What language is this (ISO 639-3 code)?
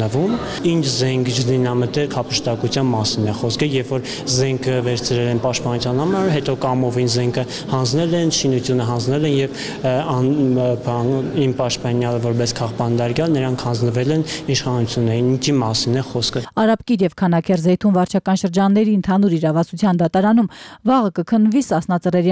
hye